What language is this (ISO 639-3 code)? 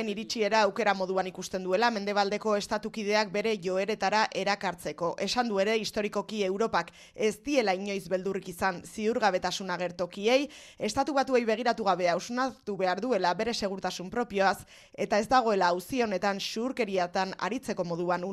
eus